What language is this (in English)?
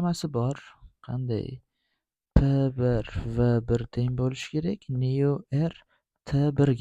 Uzbek